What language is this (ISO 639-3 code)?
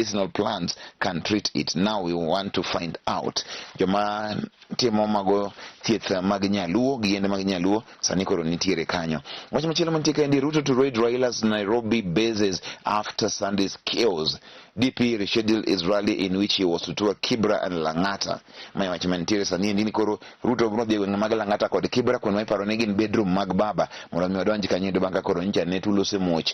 luo